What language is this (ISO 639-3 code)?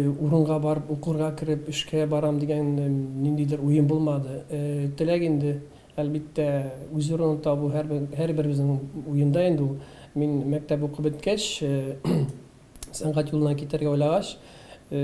tat